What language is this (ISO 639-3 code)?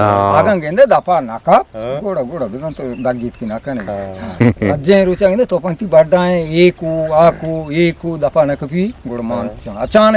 bgp